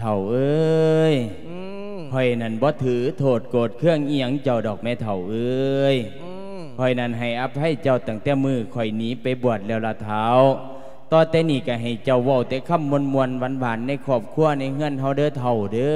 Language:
Lao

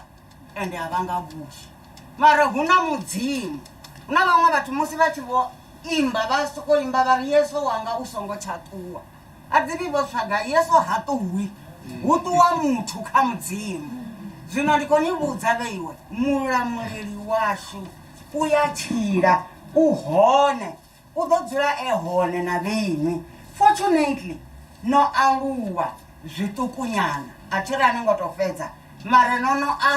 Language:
Venda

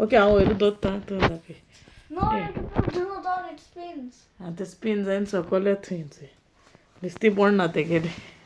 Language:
Konkani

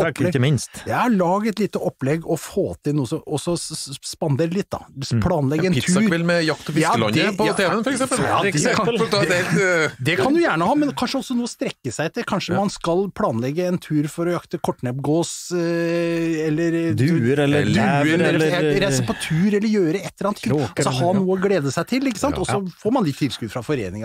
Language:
Norwegian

